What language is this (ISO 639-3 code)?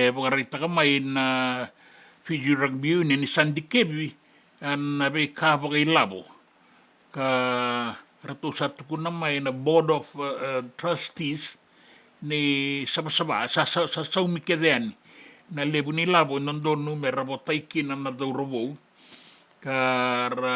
fij